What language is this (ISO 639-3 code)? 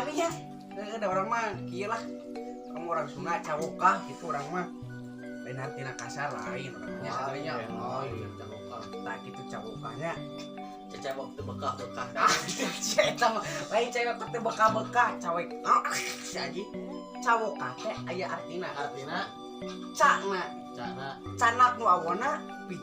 sun